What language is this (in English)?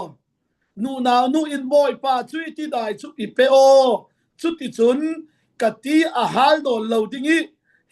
Falam Chin